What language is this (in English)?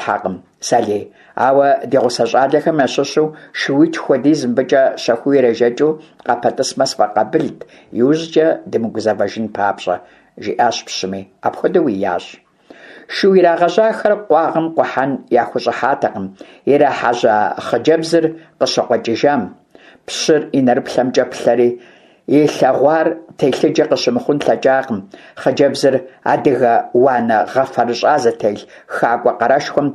Kabardian